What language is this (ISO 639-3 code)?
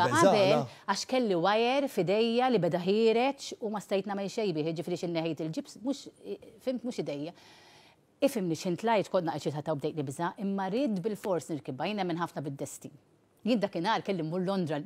mlt